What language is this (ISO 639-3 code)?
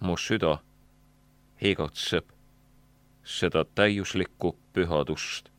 est